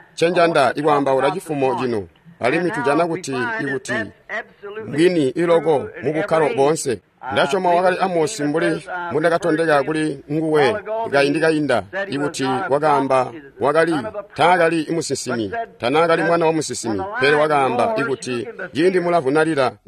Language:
Tonga (Zambia)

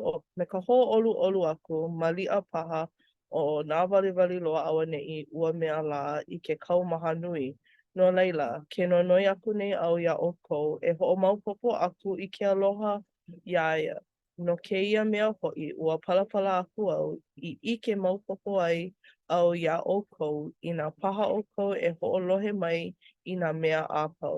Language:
Hawaiian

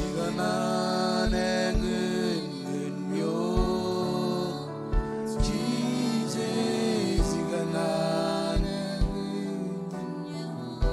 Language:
Marshallese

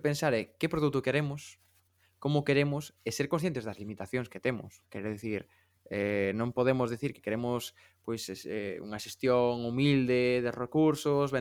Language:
Galician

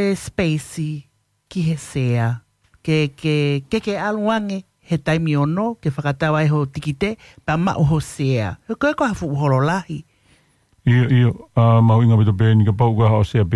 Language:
Tongan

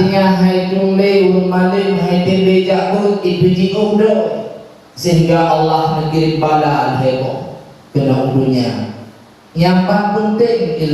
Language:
Achinese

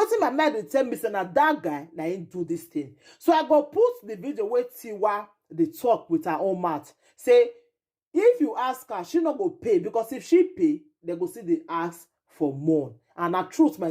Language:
Nigerian Pidgin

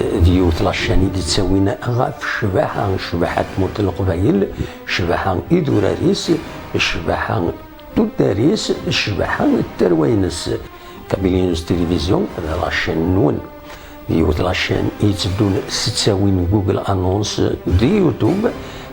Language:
Kabyle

